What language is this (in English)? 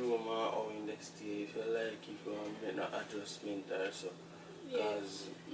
Jamaican Creole English